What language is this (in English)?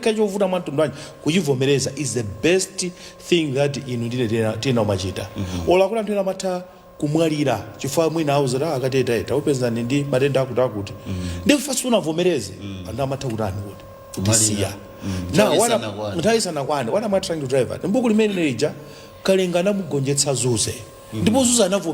Nyanja